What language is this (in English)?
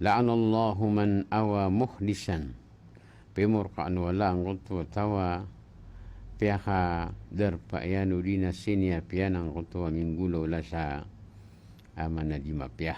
Maranao